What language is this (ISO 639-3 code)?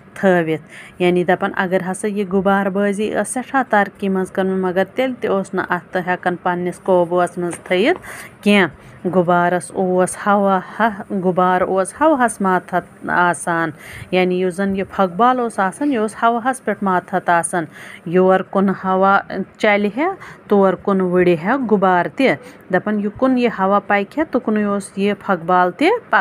kas